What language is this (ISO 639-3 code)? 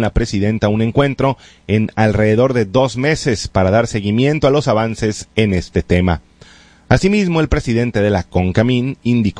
spa